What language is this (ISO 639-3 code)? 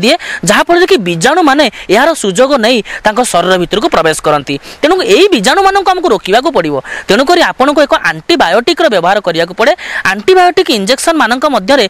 ori